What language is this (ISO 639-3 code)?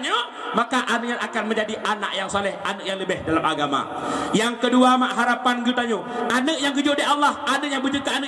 ace